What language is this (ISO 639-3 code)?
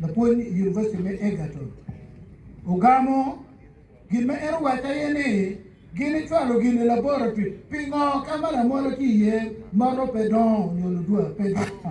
ach